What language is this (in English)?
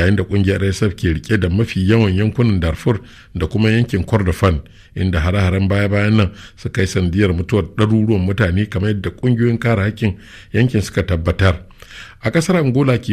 Hausa